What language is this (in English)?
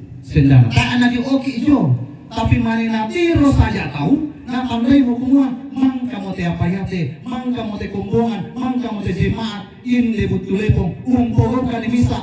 Toraja-Sa'dan